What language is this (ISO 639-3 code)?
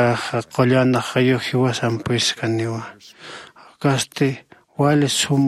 aym